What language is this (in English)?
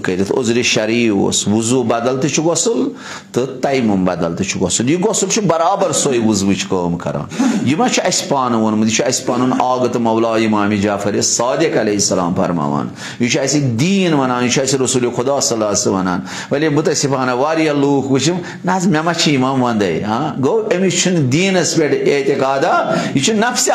Kashmiri